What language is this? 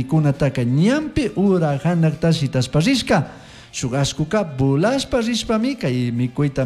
Chimborazo Highland Quichua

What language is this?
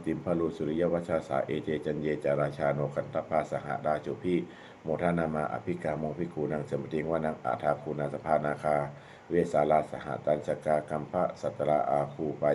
Pali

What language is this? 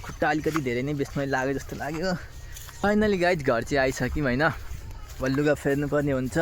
Nepali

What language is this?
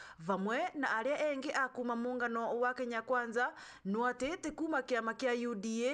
Meru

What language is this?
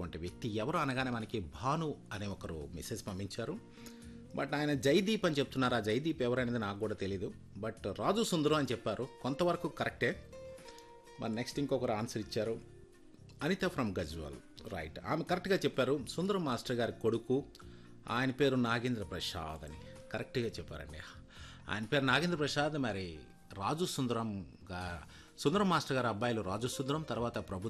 Telugu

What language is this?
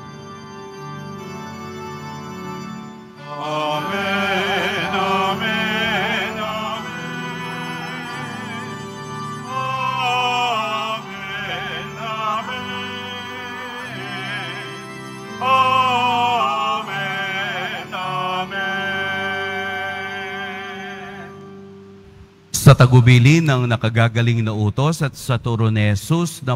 Filipino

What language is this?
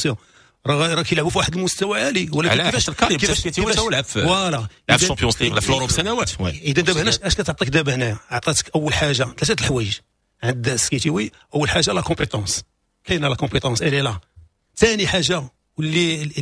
Moroccan Arabic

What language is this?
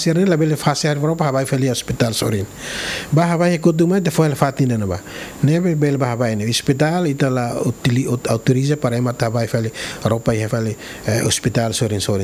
Tetum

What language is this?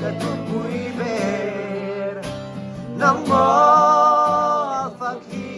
Mizo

